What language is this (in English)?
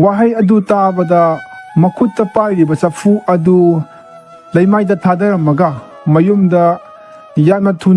Manipuri